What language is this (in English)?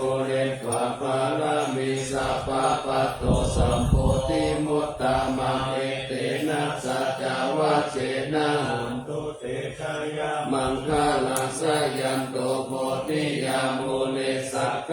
Pali